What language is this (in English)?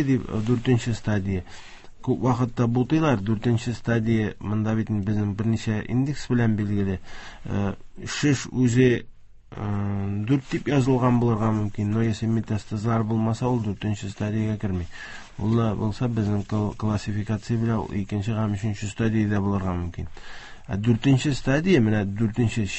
Tatar